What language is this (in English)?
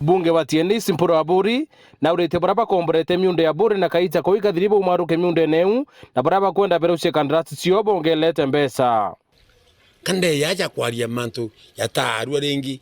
Meru